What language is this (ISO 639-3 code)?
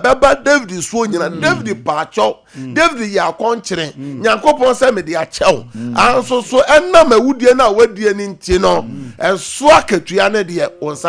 aka